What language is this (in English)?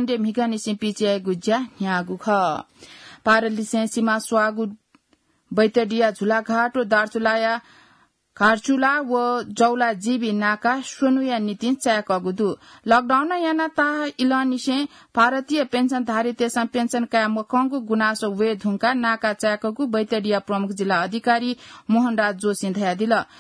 Newari